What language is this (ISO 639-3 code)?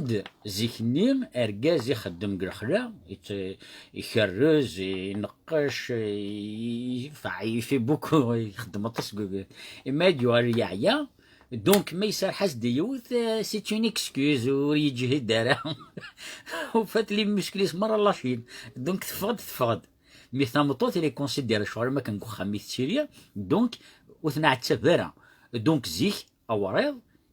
kab